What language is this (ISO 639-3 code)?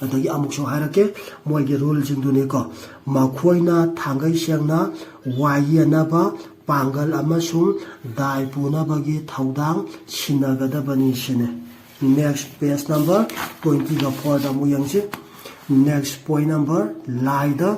mni